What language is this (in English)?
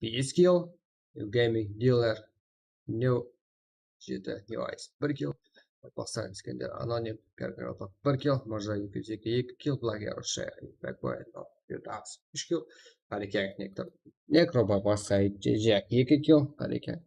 Kara-Kalpak